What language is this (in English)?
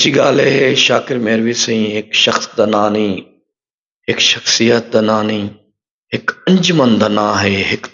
Saraiki